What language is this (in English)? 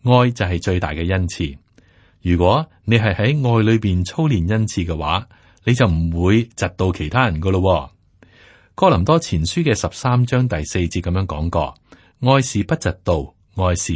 Cantonese